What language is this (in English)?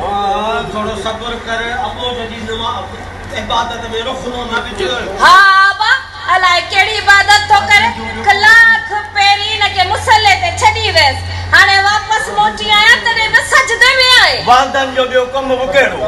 Sindhi